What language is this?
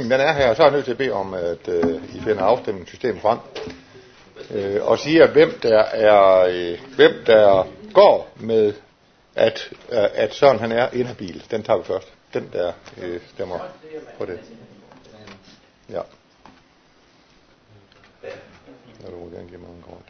Danish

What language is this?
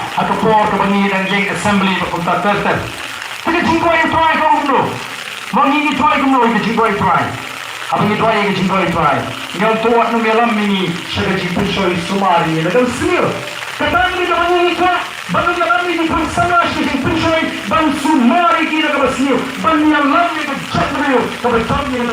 Khasi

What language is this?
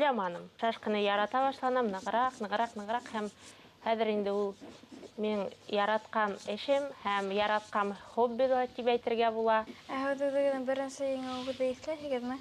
Bashkir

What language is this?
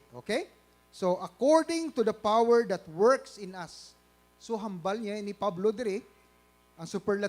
Hiligaynon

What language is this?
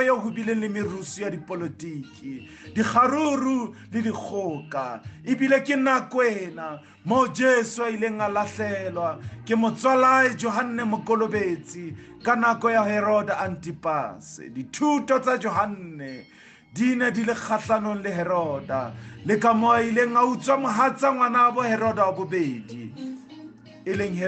Southern Sotho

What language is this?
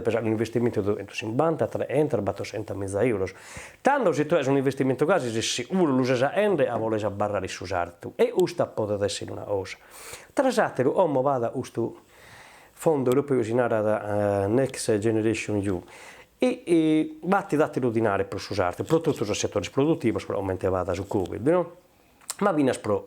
Sardinian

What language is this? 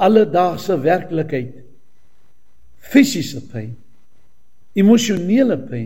Afrikaans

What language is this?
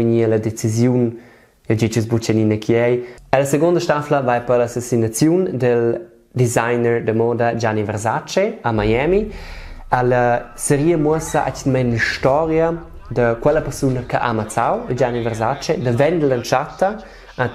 Romansh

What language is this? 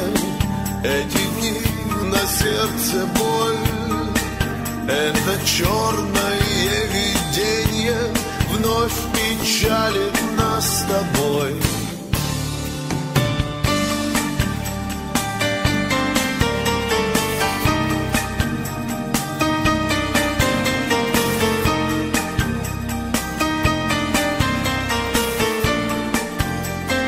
Russian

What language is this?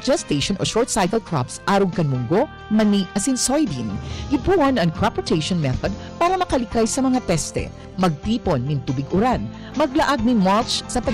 Bikol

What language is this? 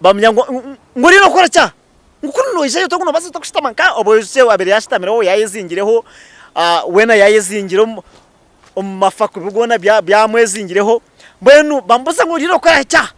Nyankole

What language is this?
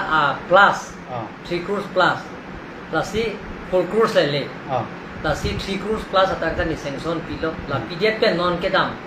Karbi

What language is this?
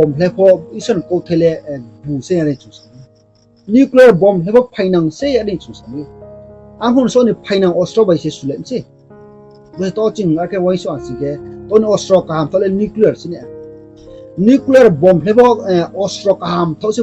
Riang (India)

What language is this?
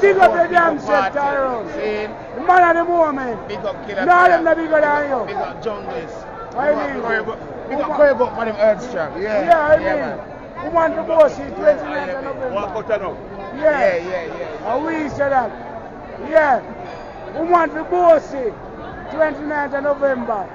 Jamaican Creole English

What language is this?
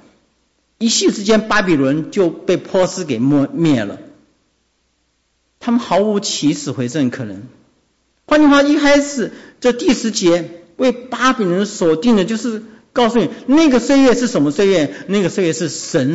Chinese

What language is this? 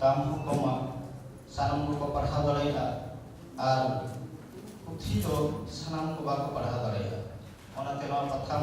Santali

